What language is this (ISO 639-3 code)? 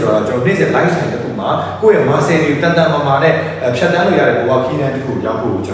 mya